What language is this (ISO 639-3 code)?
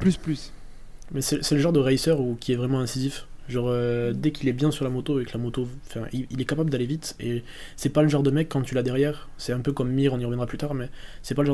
fra